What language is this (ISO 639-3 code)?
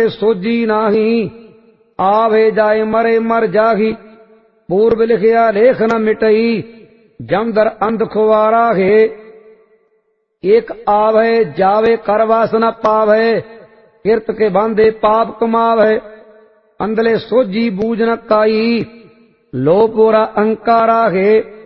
pan